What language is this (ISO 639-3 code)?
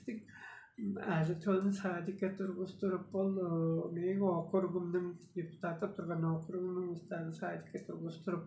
tyv